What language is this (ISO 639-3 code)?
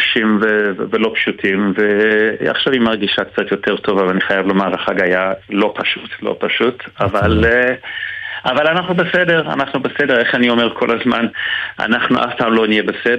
heb